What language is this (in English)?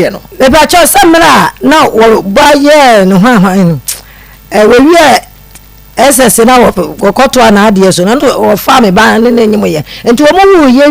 Akan